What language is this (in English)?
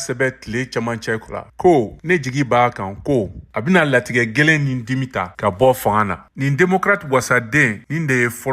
Bambara